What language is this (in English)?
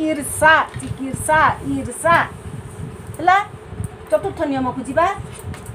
Odia